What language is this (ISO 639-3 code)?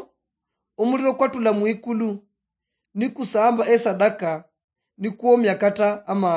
luy